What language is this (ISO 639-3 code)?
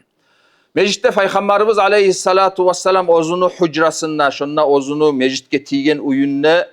kum